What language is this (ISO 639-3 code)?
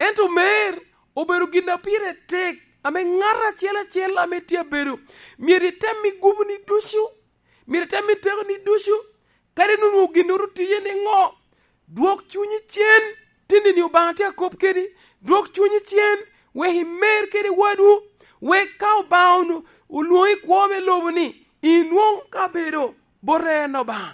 laj